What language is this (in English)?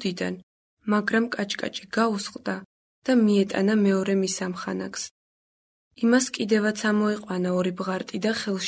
Georgian